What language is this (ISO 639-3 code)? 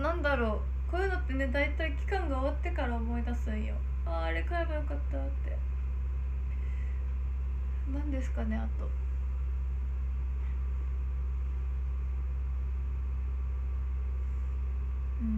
jpn